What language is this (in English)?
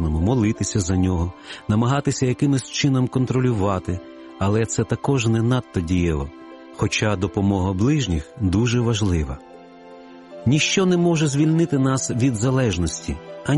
Ukrainian